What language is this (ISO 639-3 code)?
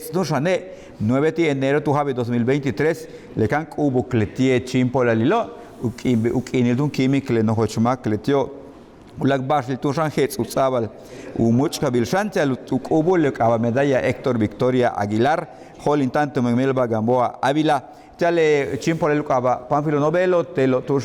yua